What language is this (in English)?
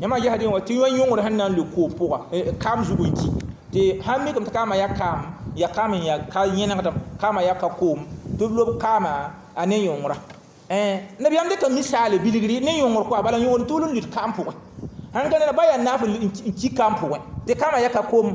Mossi